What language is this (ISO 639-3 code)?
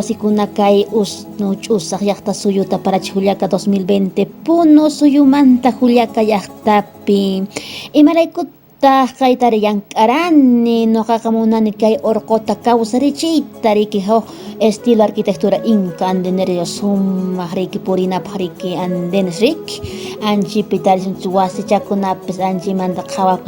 que